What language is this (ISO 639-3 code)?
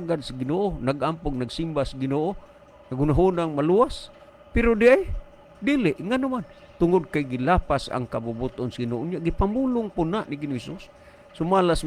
ceb